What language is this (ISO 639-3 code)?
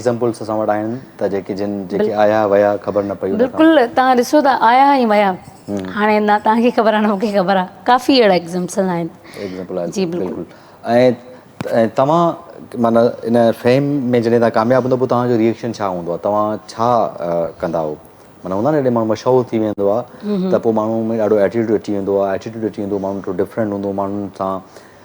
snd